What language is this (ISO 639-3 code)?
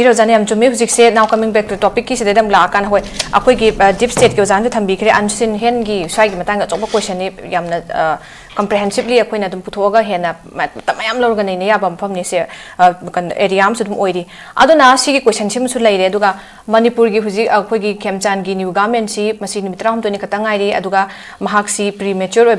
mni